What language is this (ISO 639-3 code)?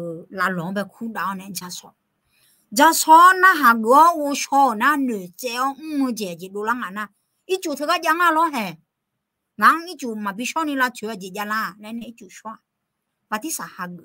ahk